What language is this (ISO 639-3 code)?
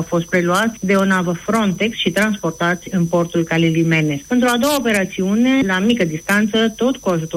ron